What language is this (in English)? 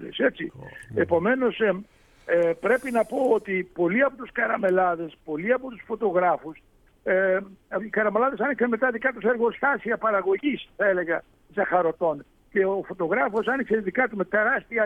Greek